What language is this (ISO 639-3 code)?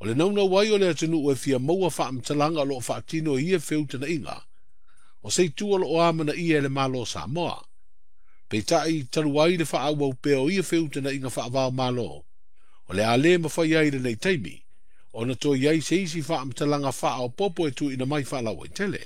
smo